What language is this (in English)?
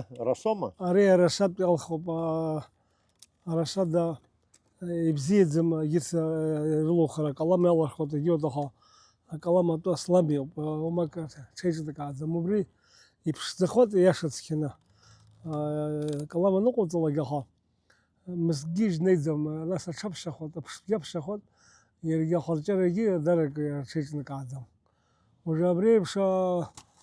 Abkhazian